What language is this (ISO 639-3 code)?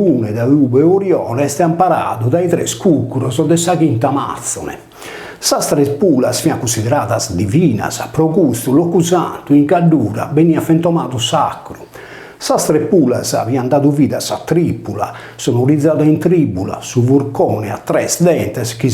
srd